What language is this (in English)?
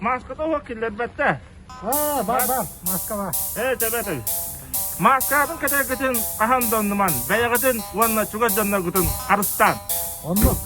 Yakut